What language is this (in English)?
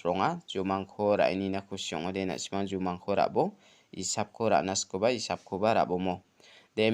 Garo